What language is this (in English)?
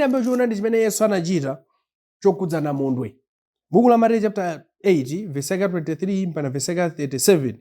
Nyanja